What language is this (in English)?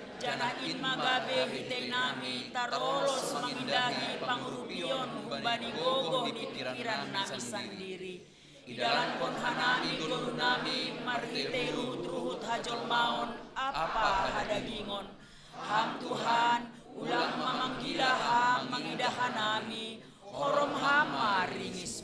Batak Simalungun